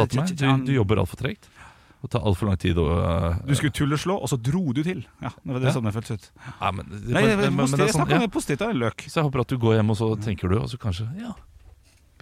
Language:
Norwegian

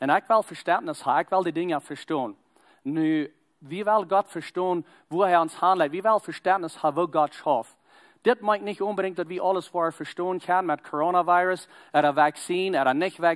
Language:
Plautdietsch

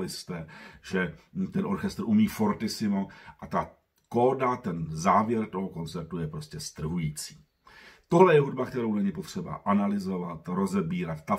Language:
Czech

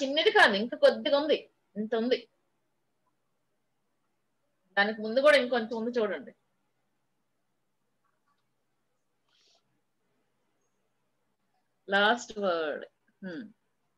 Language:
Telugu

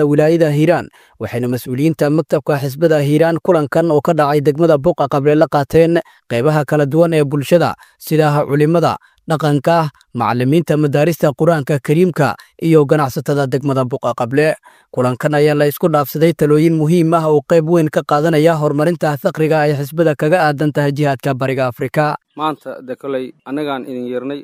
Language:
Somali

